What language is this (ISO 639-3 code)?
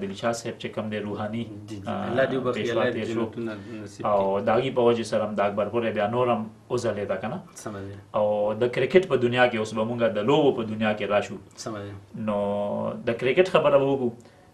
pus